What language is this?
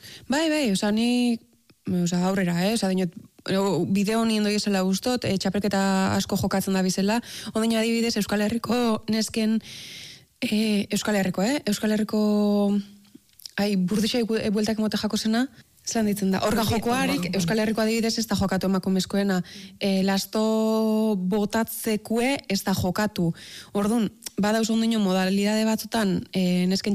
Basque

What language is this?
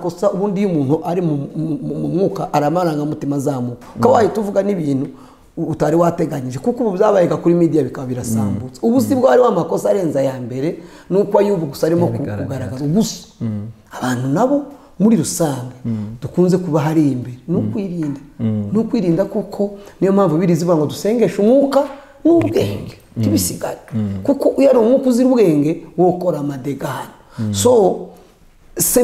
Kinyarwanda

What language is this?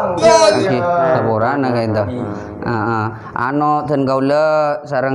Madurese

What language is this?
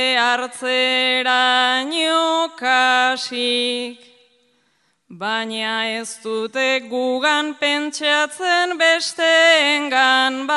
Basque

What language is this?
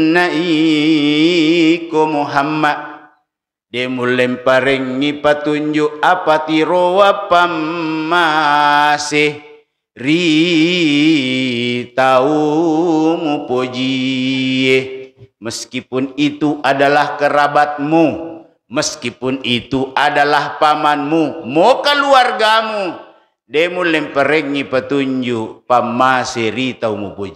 Buginese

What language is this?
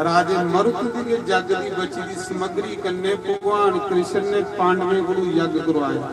Dogri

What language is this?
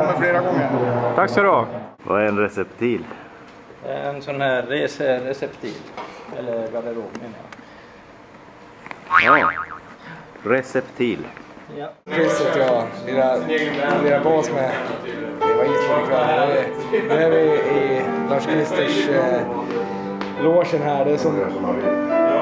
Swedish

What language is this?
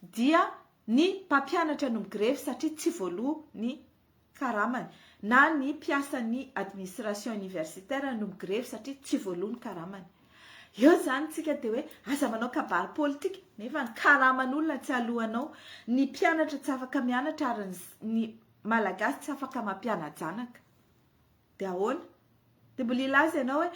Malagasy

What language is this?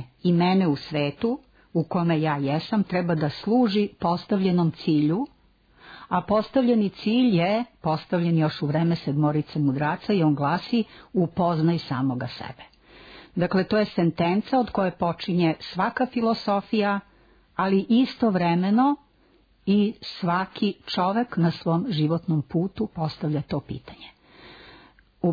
Serbian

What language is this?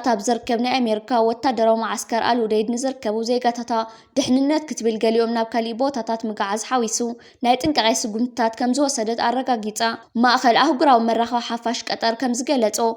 Tigrinya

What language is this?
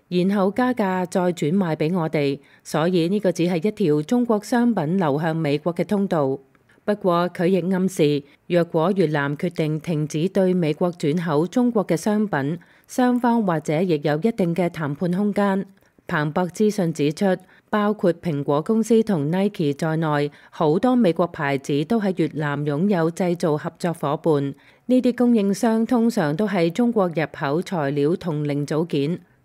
Cantonese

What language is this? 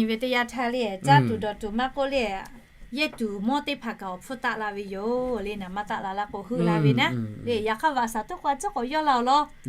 Lahu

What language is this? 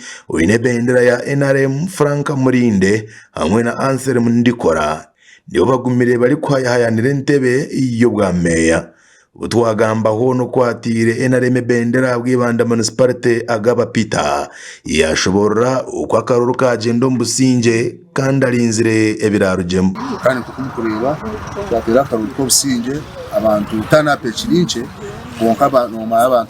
Nyankole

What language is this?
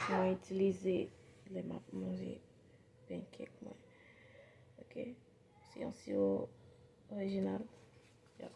Haitian Creole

